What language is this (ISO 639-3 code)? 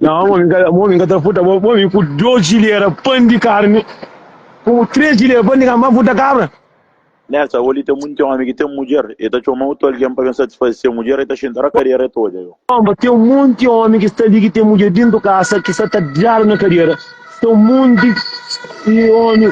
kea